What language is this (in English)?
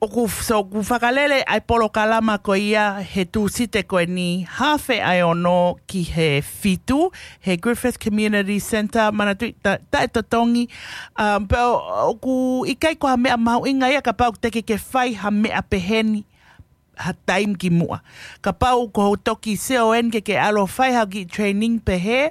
Tongan